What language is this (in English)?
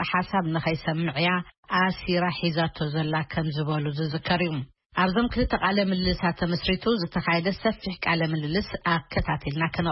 Tigrinya